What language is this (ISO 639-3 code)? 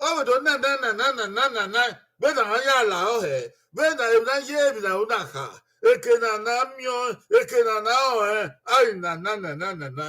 bin